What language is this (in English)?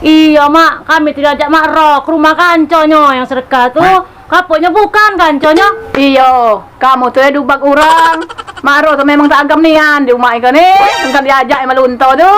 Musi